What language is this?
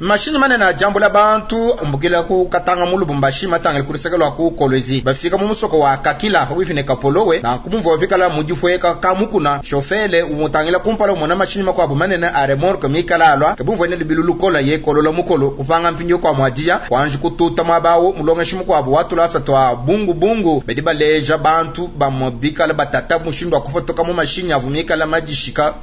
Luba-Lulua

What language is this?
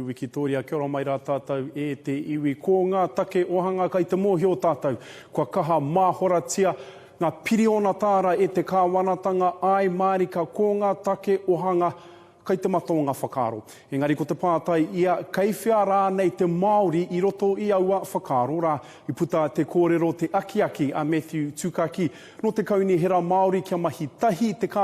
Māori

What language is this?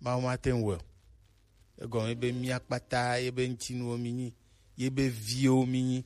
Gen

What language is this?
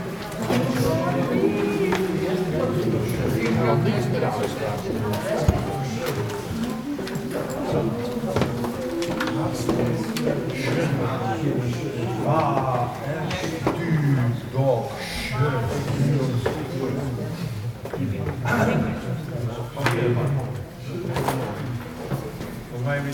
Dutch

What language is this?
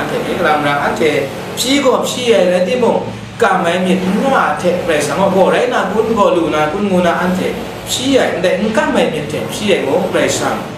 Kachin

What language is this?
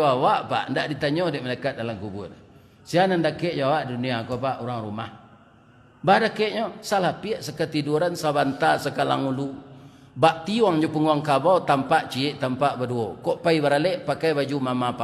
Minangkabau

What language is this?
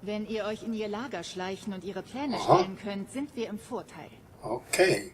Swiss German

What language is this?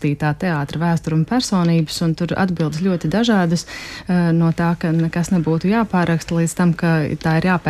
Latvian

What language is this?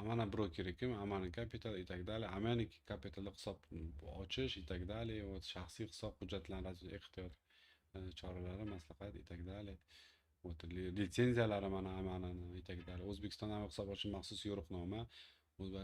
Uzbek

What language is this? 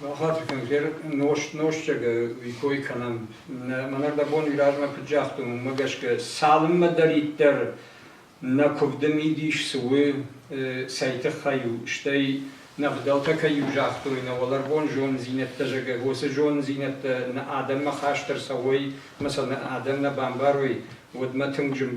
Ossetic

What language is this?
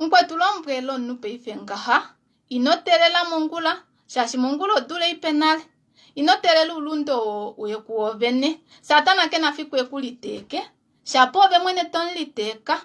Kuanyama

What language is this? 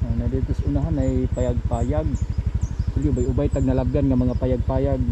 Cebuano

